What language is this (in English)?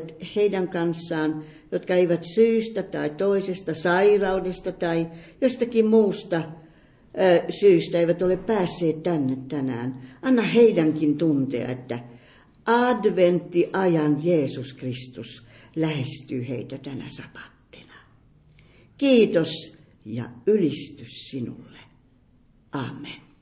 Finnish